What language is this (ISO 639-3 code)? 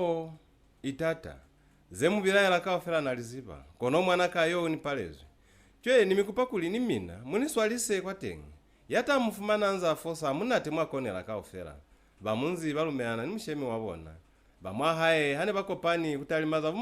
loz